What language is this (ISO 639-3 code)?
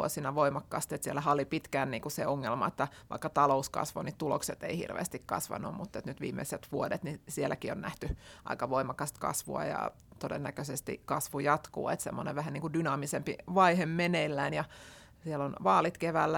fin